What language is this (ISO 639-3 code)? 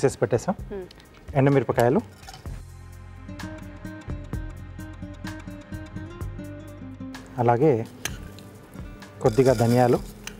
tel